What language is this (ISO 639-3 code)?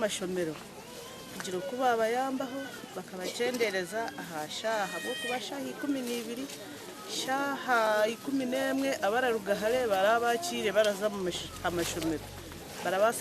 nyn